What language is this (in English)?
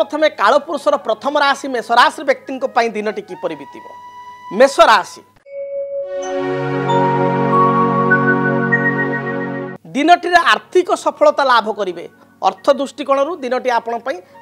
Odia